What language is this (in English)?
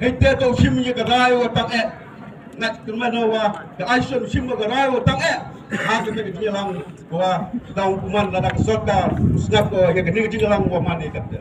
Khasi